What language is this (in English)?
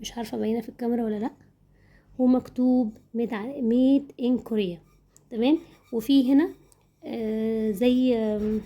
Egyptian Arabic